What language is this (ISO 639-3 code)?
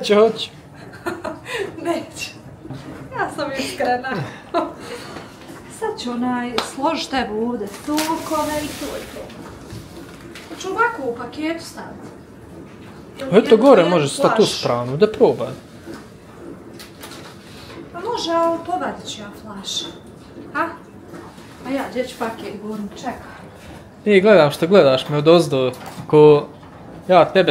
hrv